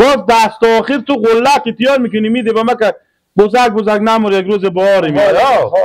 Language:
Persian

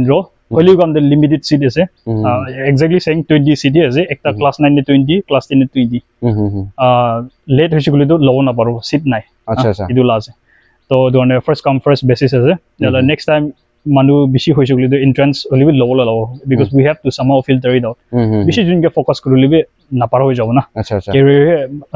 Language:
Naga Pidgin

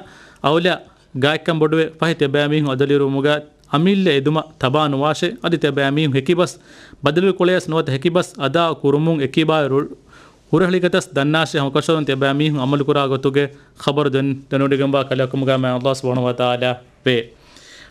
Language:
Divehi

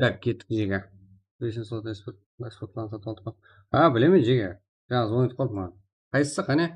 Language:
Kara-Kalpak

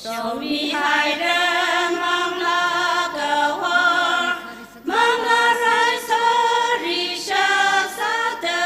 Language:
Tangkhul Naga (India)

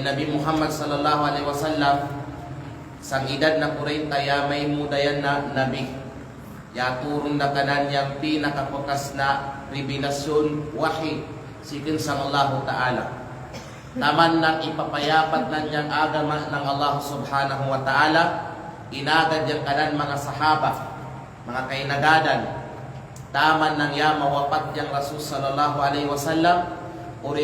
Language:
Kalagan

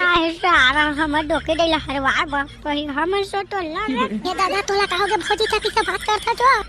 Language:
Chhattisgarhi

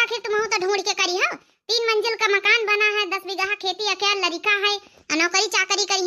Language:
Awadhi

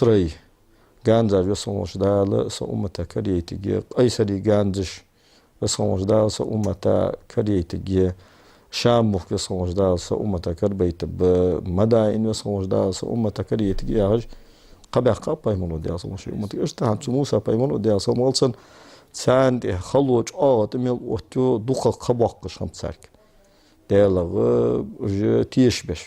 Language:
Ingush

